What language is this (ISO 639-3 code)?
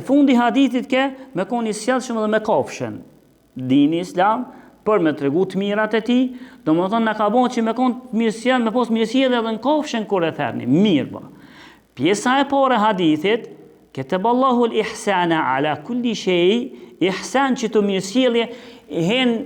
sqi